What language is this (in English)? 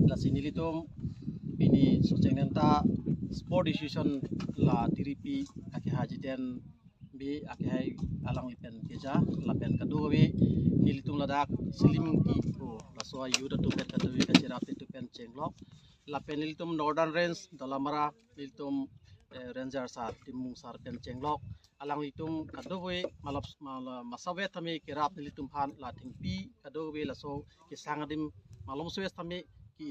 Karbi